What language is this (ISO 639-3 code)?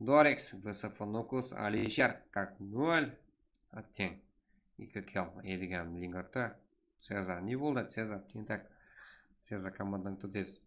kaa